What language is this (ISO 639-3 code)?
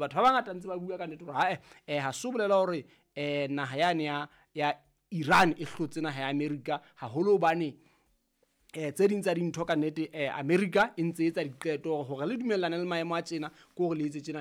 sot